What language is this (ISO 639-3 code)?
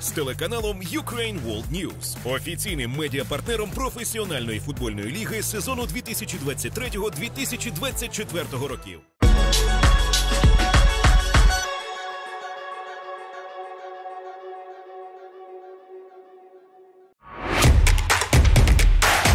ukr